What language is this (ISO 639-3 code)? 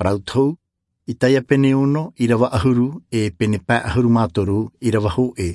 tah